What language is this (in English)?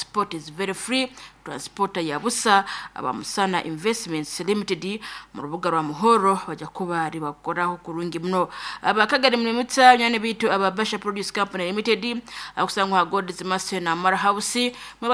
Nyoro